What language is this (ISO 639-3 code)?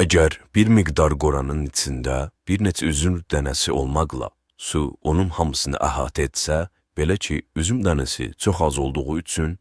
aze